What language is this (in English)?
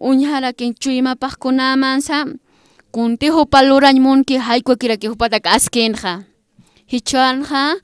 Aymara